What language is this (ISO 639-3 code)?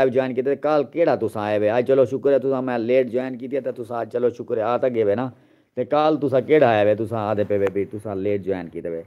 skr